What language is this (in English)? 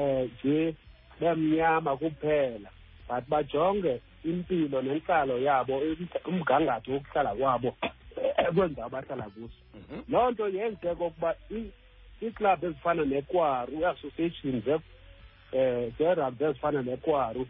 Xhosa